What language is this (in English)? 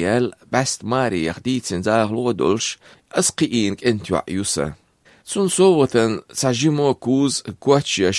Azerbaijani